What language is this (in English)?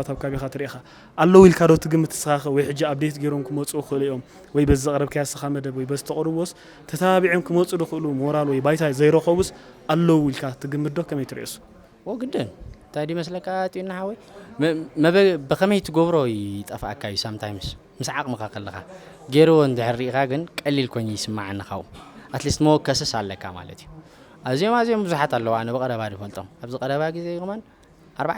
Tigrinya